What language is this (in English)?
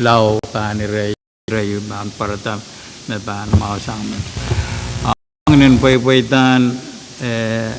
Pohnpeian